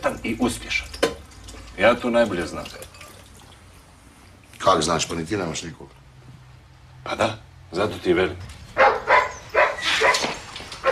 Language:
Croatian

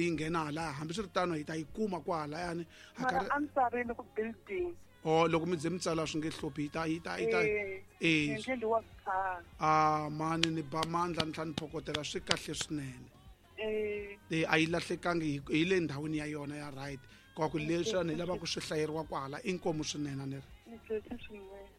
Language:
Tsonga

